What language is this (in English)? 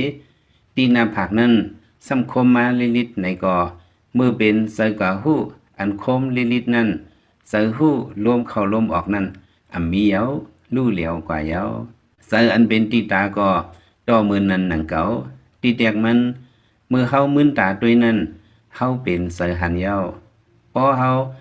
Lao